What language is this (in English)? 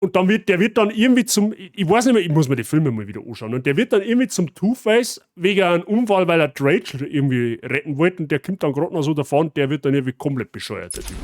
Bavarian